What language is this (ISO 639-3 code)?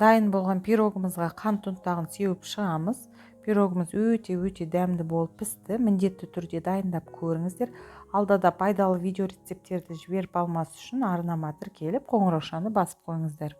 kaz